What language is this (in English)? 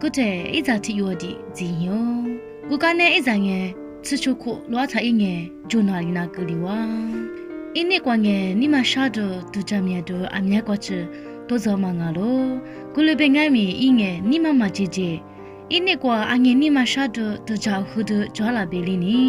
Lisu